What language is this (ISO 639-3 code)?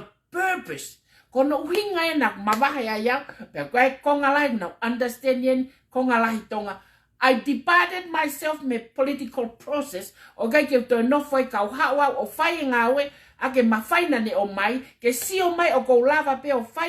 ton